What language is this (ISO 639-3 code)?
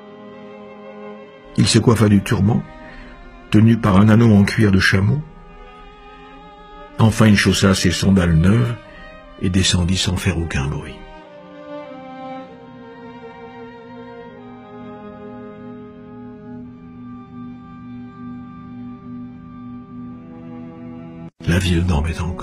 fra